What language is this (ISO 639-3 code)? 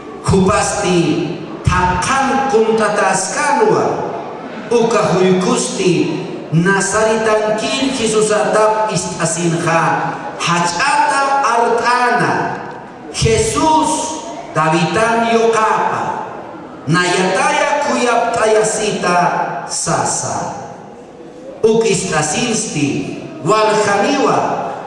aym